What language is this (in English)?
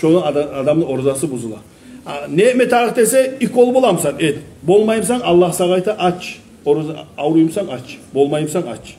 Kumyk